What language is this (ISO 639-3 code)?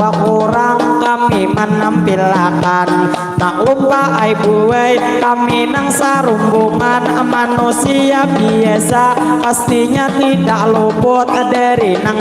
bjn